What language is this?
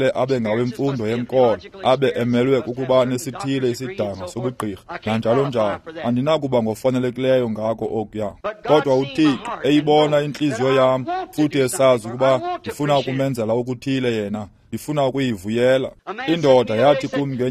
Xhosa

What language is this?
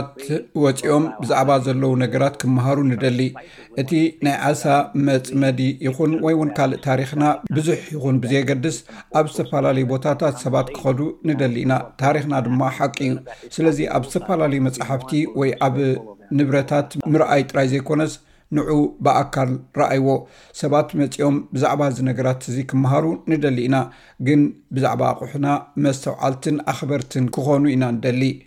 Tigrinya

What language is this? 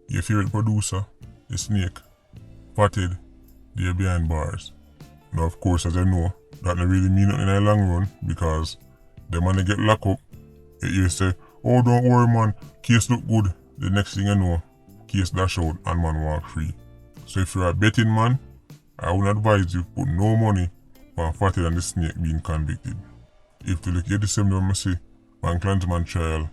Jamaican Creole English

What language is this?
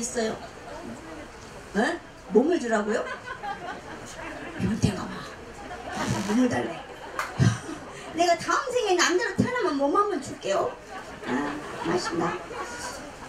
Korean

